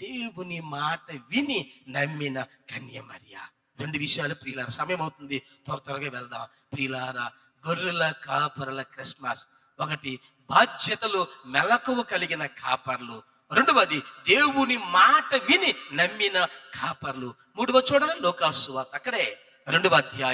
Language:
Telugu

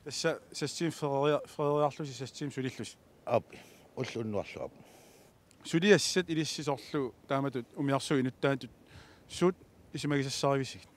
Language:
Kalaallisut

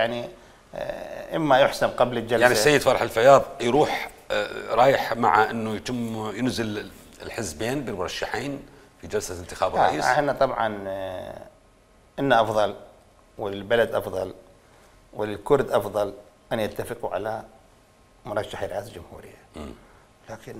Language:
Mesopotamian Arabic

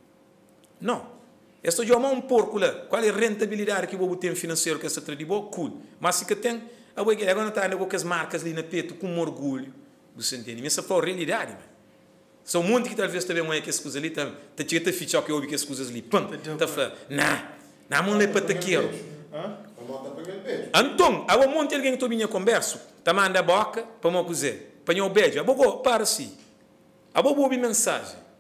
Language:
Portuguese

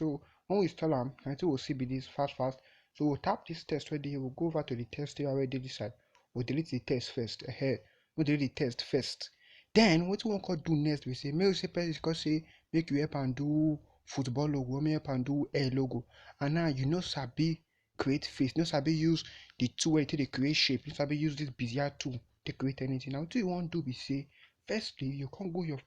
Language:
Nigerian Pidgin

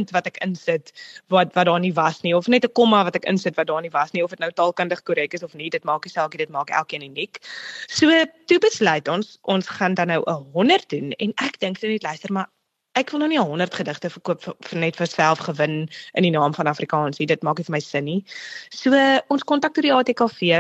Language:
Afrikaans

